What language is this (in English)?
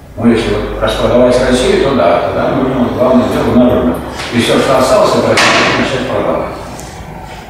Russian